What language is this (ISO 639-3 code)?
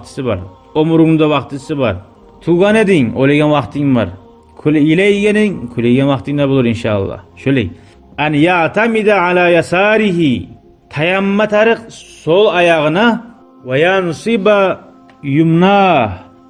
kum